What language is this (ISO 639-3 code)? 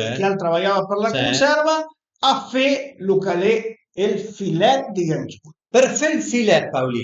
pms